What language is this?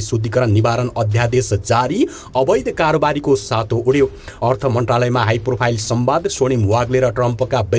Nepali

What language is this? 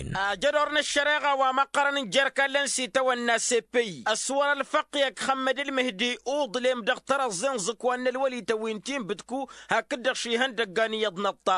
Tamasheq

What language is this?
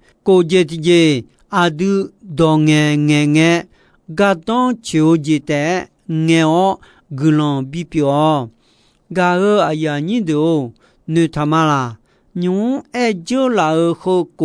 Akha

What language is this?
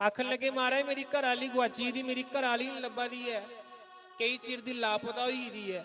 Dogri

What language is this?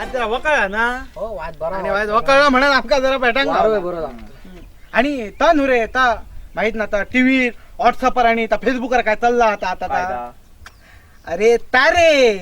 Konkani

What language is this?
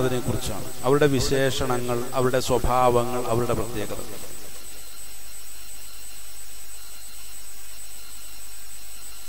Malayalam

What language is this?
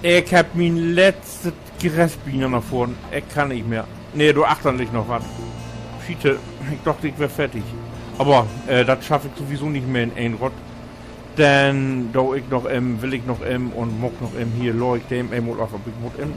Low German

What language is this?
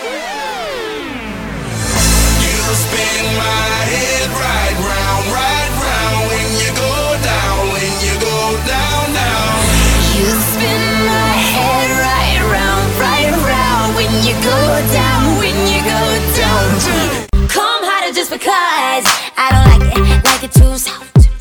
English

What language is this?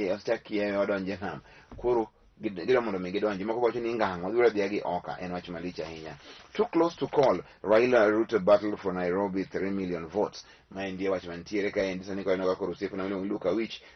Luo (Kenya and Tanzania)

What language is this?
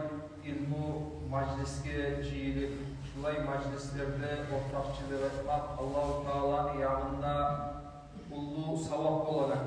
Kumyk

